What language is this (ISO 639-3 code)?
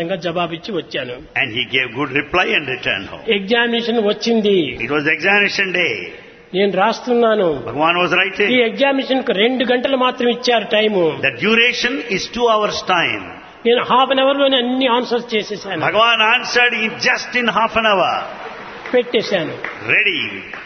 tel